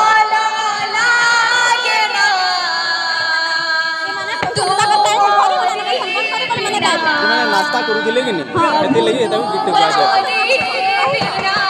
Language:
Bhojpuri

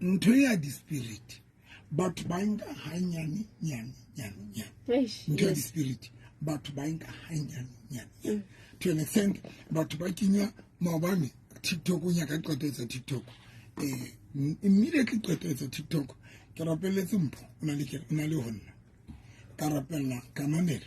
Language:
Southern Sotho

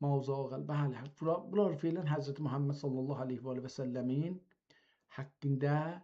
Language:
South Azerbaijani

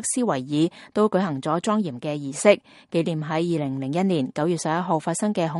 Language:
Cantonese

